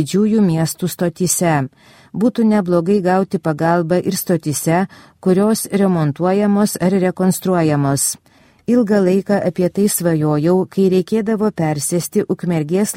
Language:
Lithuanian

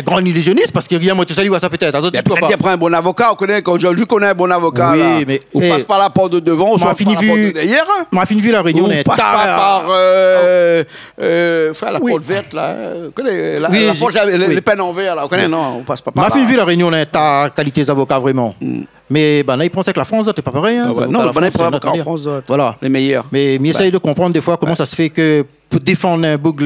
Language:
Réunion Creole French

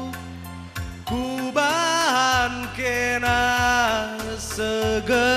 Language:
Batak Karo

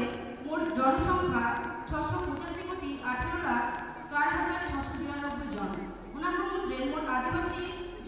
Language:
Santali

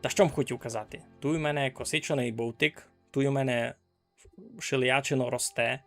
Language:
Rusyn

